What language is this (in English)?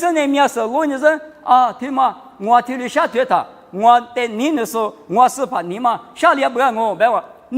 Lisu